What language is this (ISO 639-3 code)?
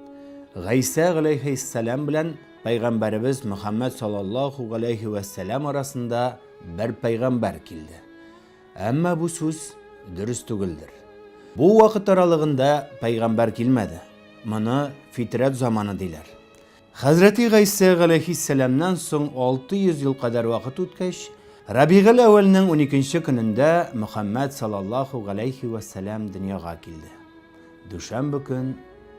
tat